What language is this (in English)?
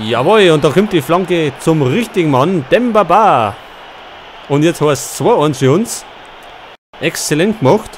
Bavarian